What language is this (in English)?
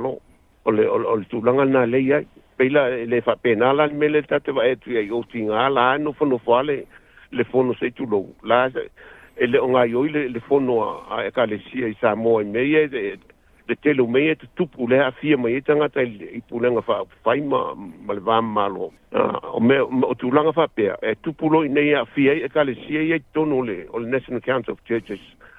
Samoan